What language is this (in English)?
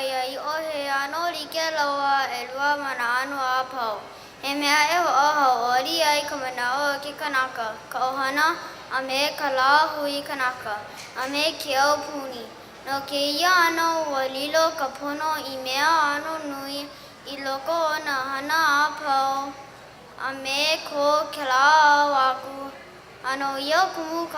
Hawaiian